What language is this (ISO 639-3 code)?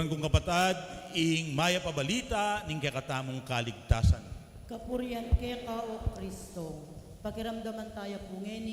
pam